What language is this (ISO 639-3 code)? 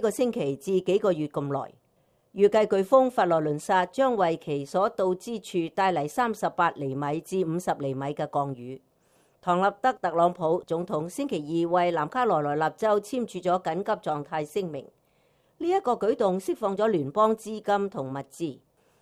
yue